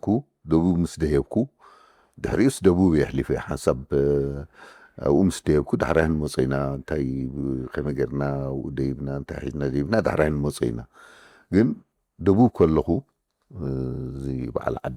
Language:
Tigrinya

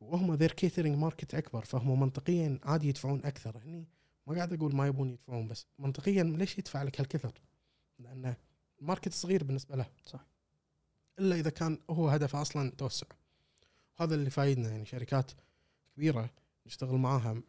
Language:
Gulf Arabic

